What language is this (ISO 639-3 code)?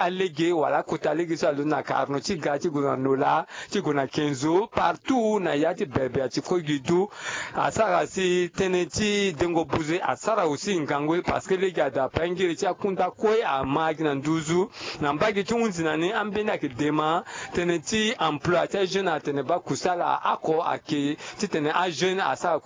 sag